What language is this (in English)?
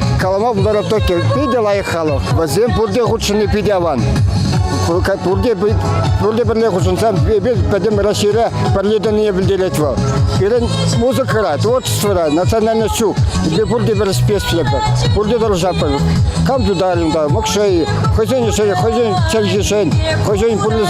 Chuvash